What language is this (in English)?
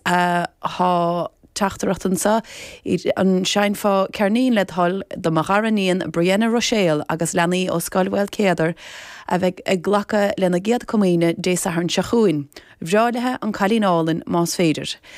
Irish